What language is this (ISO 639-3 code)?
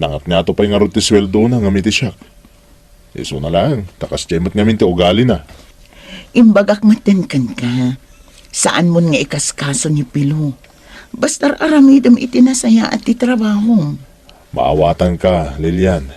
ilo